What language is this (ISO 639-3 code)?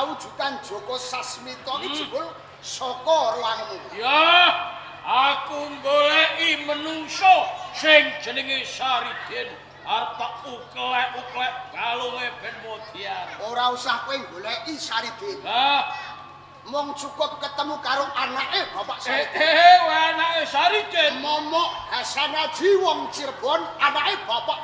jav